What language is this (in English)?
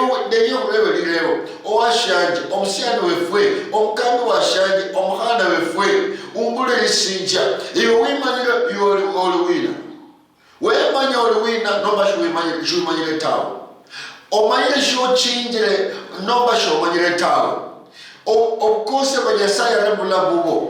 Luyia